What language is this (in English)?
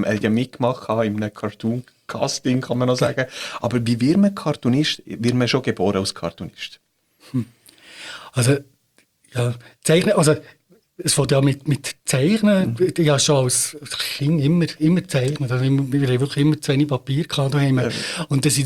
German